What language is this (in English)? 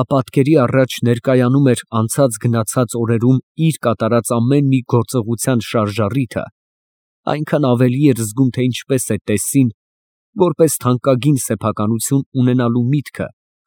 Armenian